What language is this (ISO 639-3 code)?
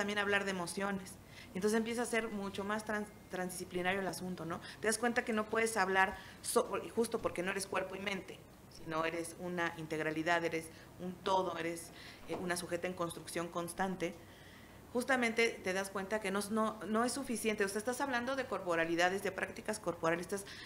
spa